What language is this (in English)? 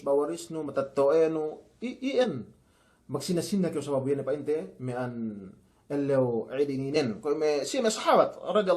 Yakan